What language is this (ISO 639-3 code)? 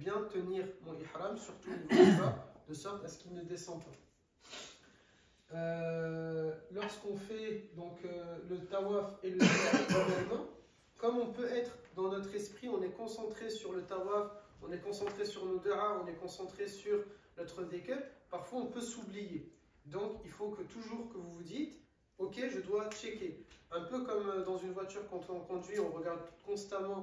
fra